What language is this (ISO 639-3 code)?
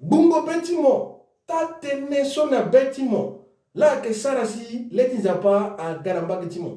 sag